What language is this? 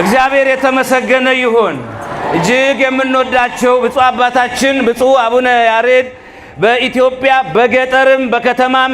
Amharic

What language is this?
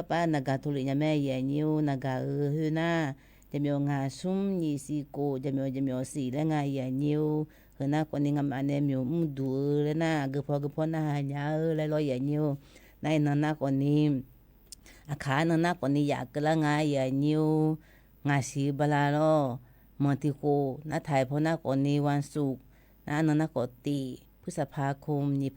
Akha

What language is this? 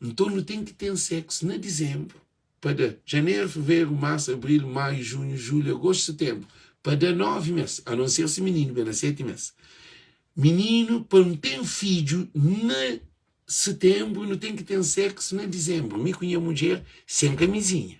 Kabuverdianu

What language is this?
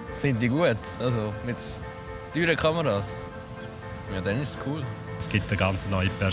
Swiss German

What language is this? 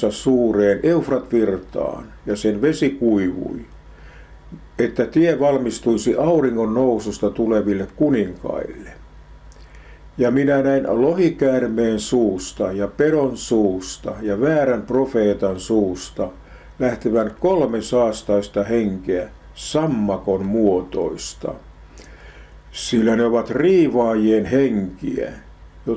Finnish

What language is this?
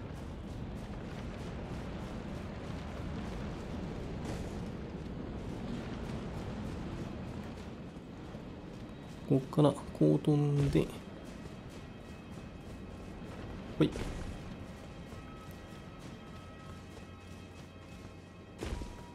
Japanese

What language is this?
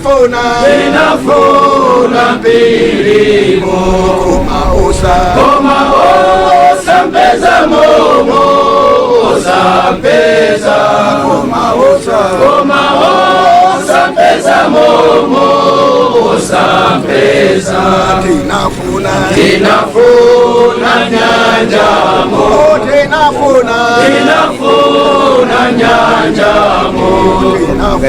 Nyanja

